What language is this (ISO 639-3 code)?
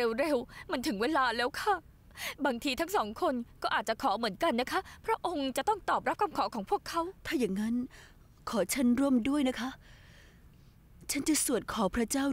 tha